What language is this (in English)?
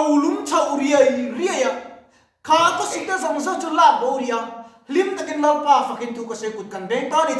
Mizo